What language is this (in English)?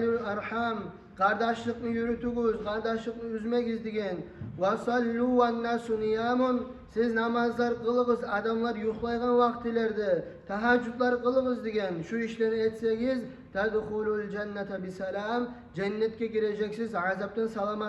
Kumyk